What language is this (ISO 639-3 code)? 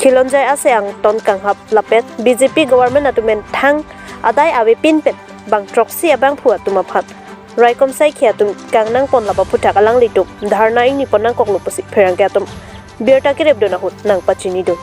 mjw